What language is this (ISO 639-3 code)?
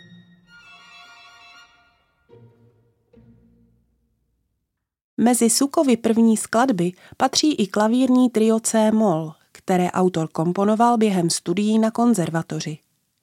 ces